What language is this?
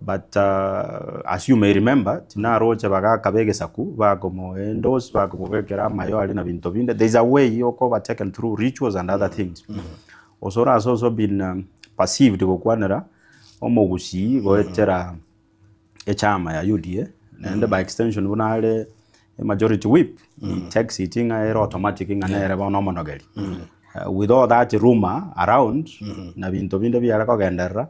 Gusii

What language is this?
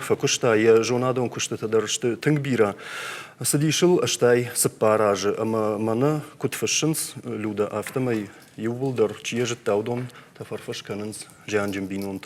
Ossetic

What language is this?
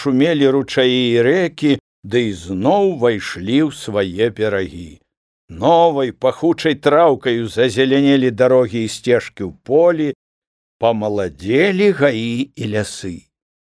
Belarusian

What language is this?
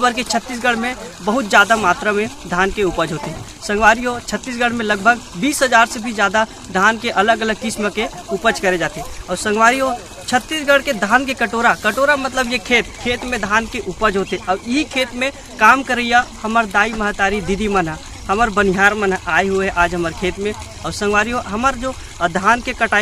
Chhattisgarhi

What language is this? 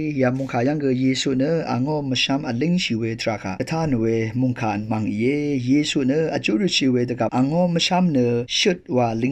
Rawang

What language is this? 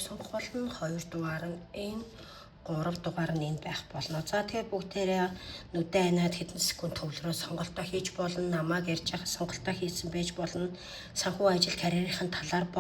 Mongolian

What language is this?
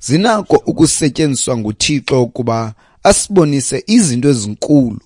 Xhosa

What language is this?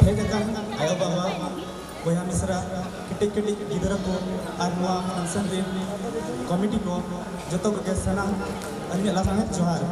Santali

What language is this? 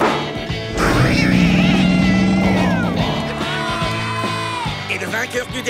French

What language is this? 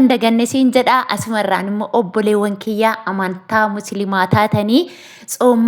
Oromo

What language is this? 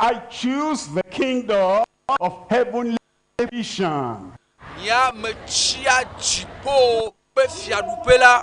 Ewe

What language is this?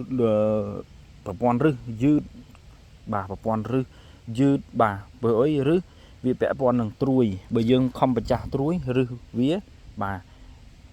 Khmer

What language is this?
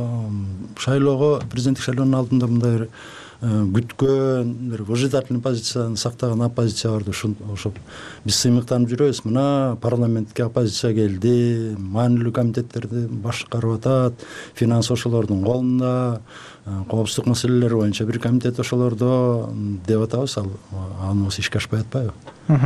Kyrgyz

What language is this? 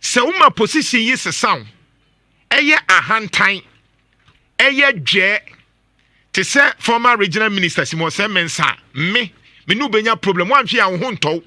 Akan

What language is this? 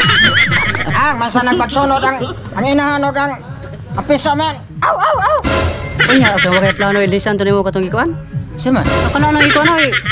Cebuano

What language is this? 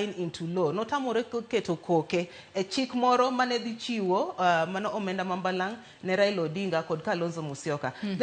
Luo (Kenya and Tanzania)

